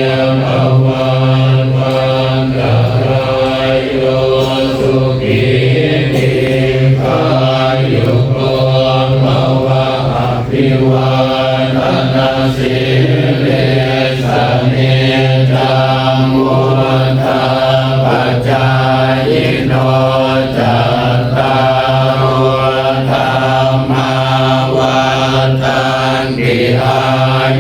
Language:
Pali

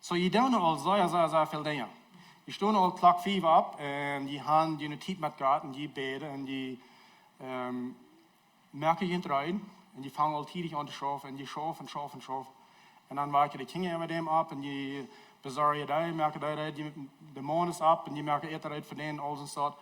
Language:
Plautdietsch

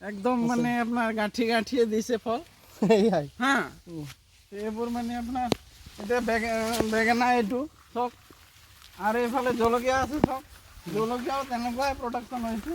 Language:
Assamese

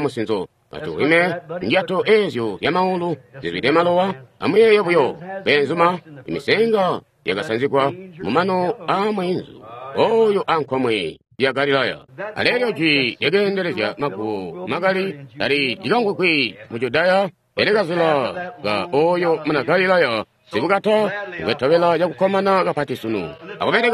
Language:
Tonga (Zambia)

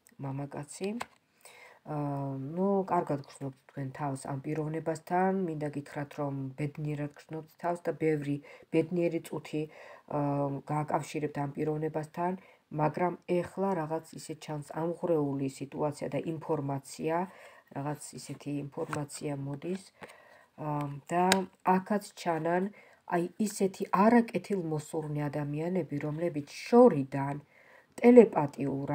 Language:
Georgian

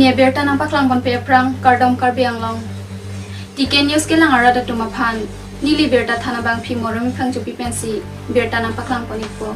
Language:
Karbi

